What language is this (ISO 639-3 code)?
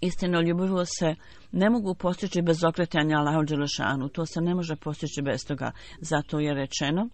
bos